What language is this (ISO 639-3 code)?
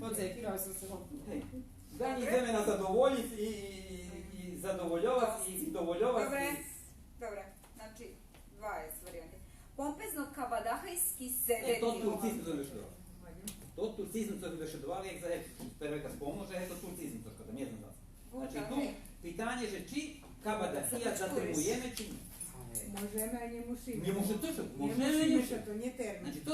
rue